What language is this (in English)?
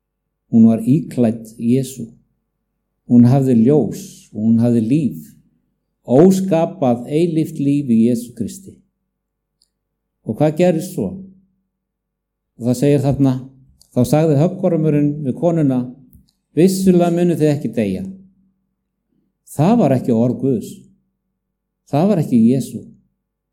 Icelandic